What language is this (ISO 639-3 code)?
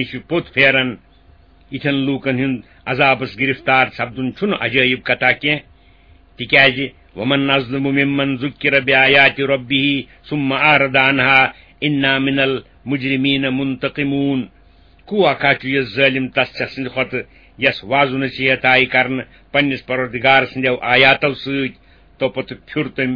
kas